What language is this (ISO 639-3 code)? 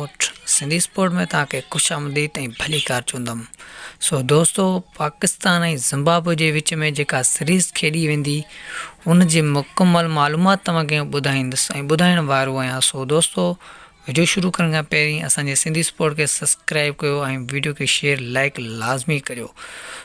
snd